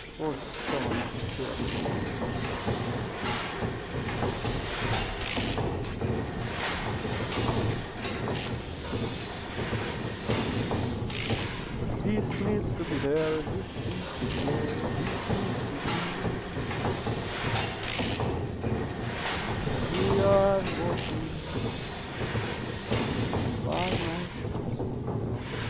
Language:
Croatian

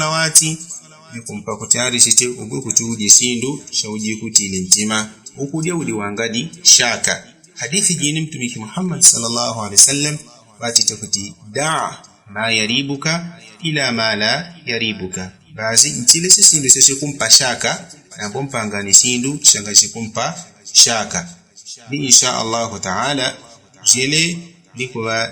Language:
Yao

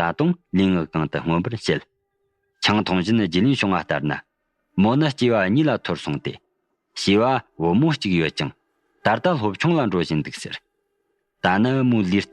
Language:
Tibetan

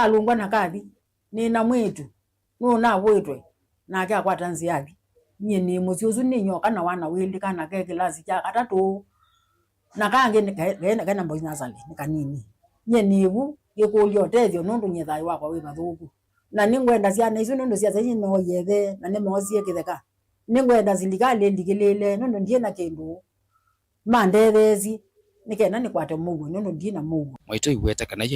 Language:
Kamba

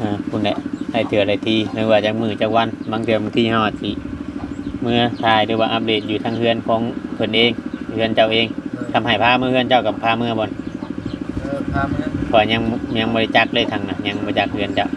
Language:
Northeastern Thai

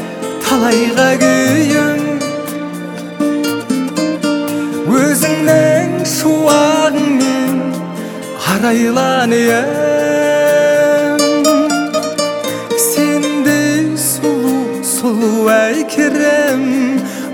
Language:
Kazakh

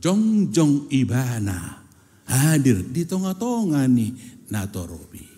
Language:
Batak Toba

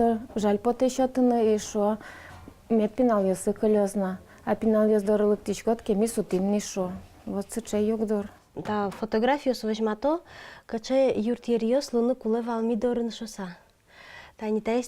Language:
Udmurt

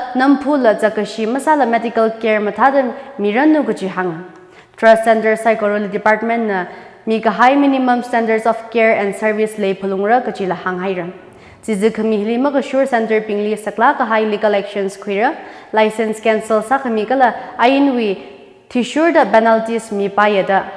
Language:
Tangkhul Naga (India)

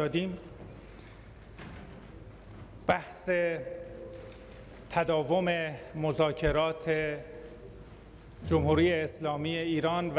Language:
Persian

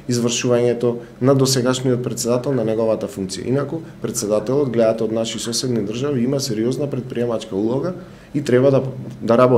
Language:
Macedonian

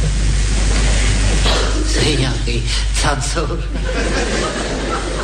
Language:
Czech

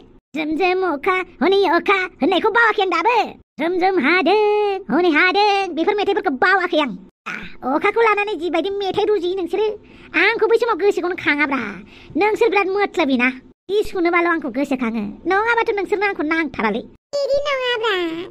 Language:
Bodo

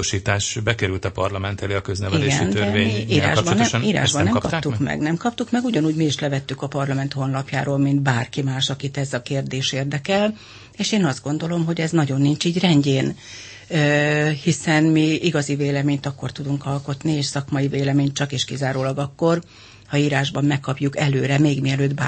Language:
Hungarian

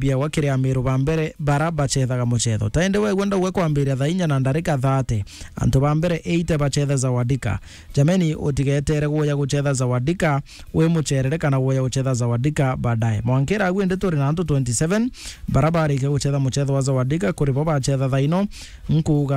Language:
Meru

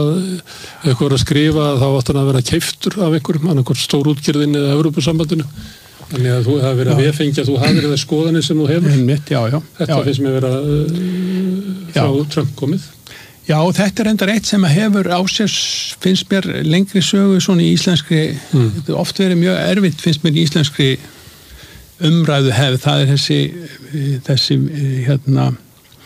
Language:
Icelandic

